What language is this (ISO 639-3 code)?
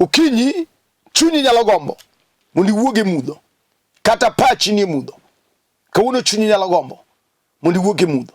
luo